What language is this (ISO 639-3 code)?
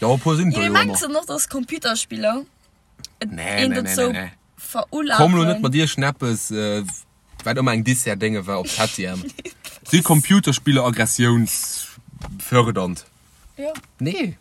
ltz